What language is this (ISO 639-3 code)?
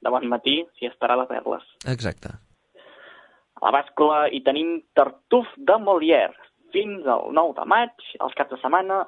cat